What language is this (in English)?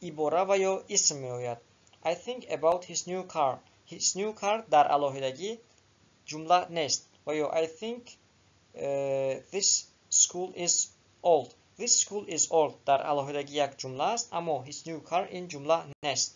Tajik